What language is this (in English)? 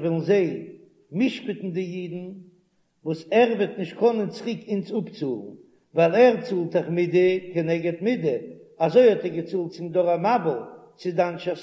Yiddish